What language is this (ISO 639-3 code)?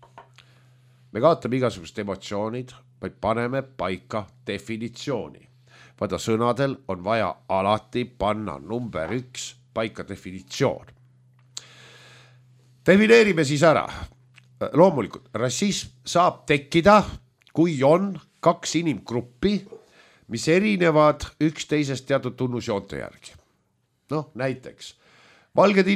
est